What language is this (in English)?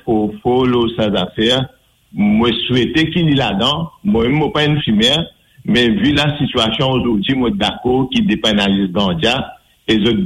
Morisyen